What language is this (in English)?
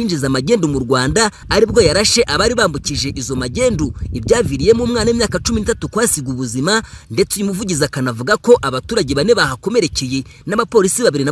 Kinyarwanda